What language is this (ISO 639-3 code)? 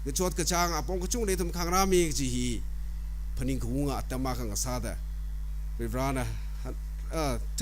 nmf